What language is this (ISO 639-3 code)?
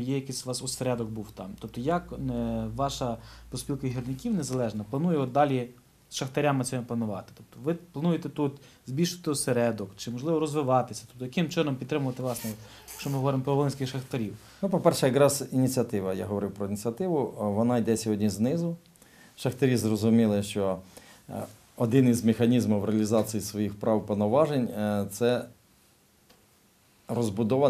ukr